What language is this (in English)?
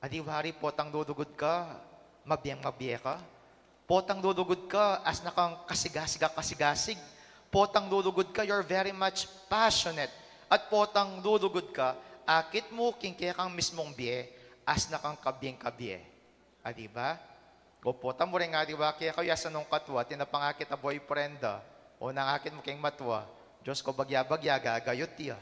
Pampanga